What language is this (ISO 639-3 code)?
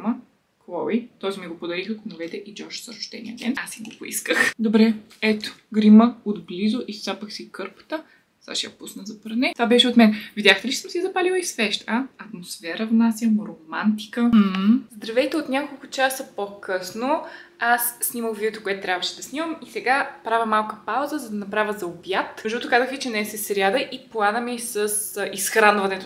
bul